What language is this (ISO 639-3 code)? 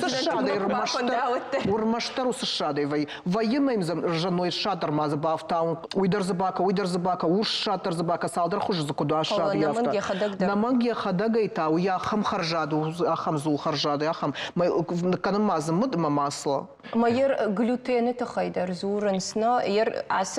oss